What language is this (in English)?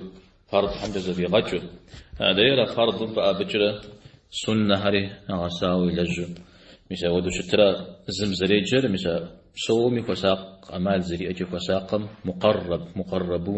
Kabardian